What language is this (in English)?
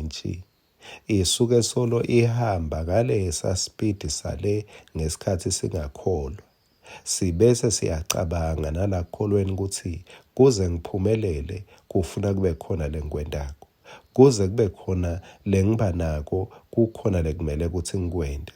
Swati